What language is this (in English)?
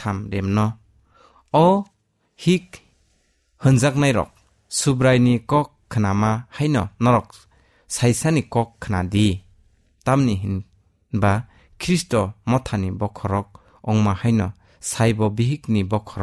Kok Borok